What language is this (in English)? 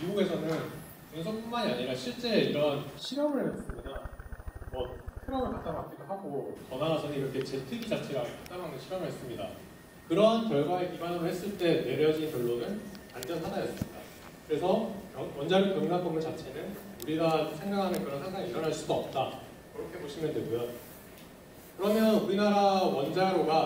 Korean